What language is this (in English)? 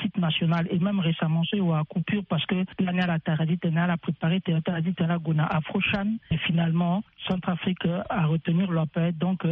Sango